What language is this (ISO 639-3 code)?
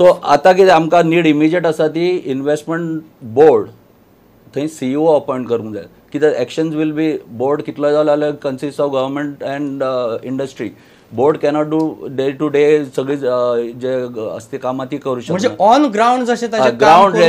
kok